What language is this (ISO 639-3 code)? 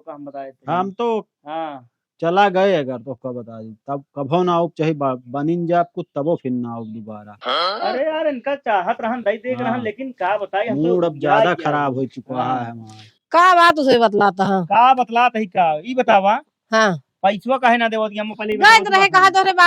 awa